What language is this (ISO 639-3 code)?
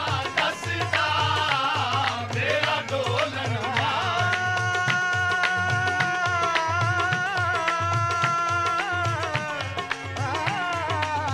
pan